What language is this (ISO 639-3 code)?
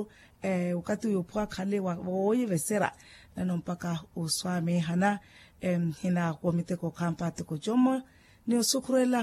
vmw